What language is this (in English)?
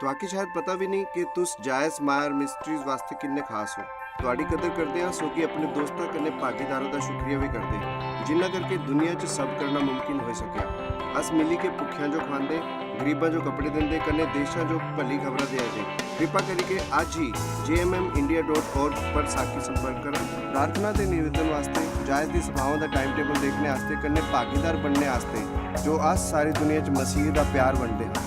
Dogri